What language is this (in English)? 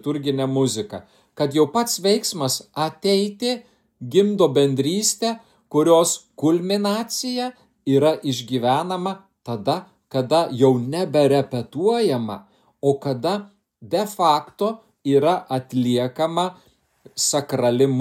Lithuanian